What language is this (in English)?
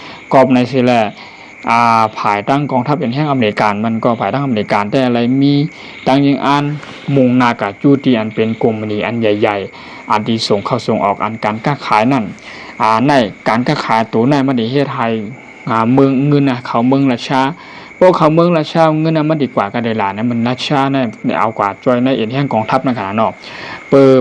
Shan